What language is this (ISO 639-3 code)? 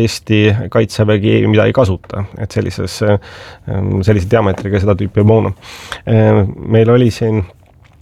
est